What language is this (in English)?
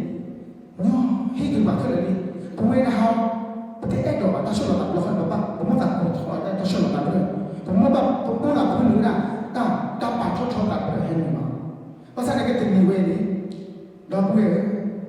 S'gaw Karen